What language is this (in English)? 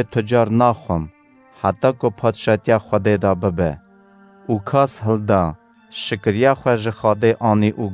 Kurdish